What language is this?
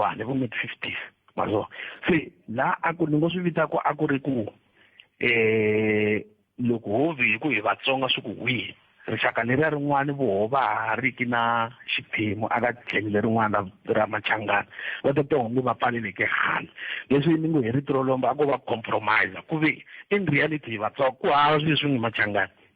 Tsonga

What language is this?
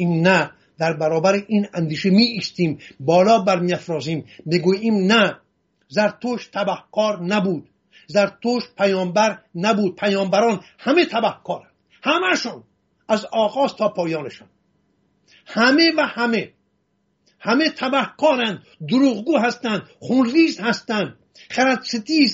Persian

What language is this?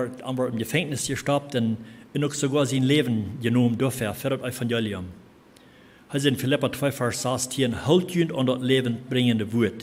Plautdietsch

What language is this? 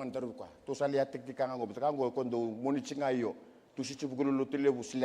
Fijian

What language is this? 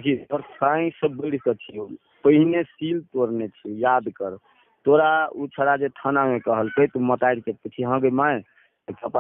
Maithili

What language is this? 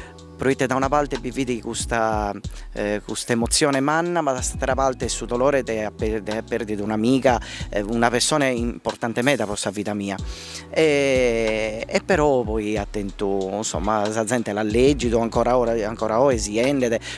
Sardinian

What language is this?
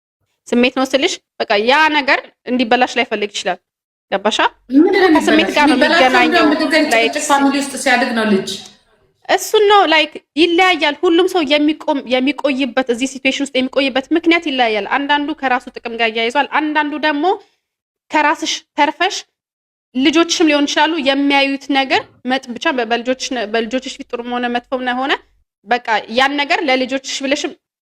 Amharic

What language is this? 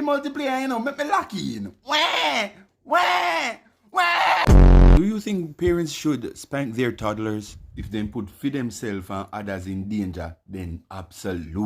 Jamaican Creole English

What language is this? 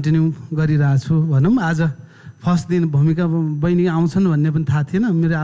Nepali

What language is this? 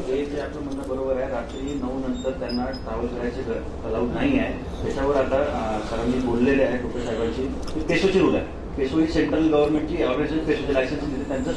Marathi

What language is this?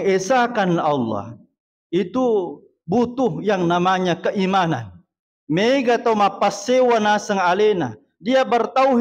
Buginese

